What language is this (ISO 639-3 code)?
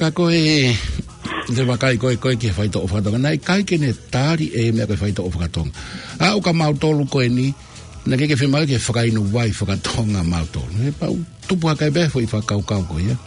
ton